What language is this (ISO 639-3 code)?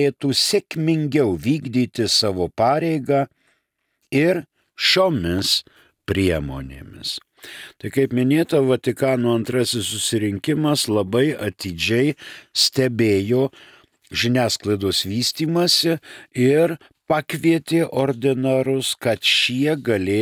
lit